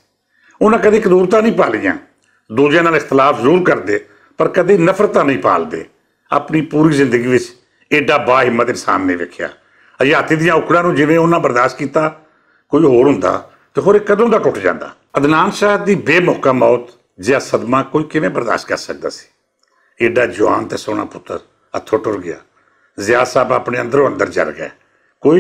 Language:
Western Panjabi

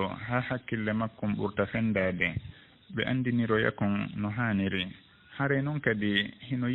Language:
Fula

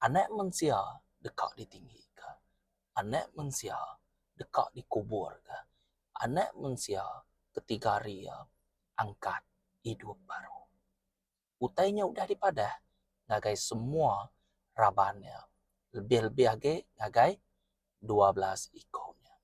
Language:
Iban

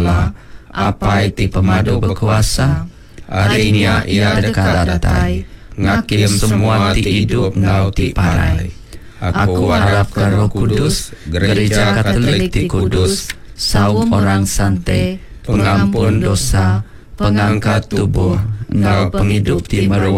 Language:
Iban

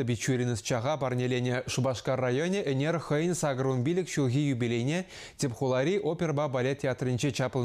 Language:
Chuvash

